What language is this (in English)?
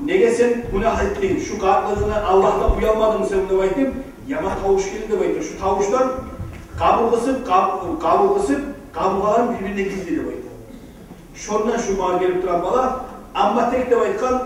Kumyk